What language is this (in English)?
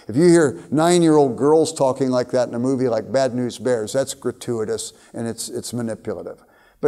English